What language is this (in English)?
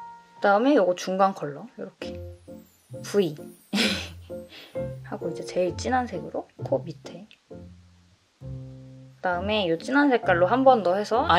Korean